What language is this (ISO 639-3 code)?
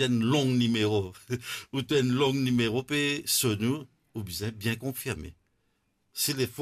mfe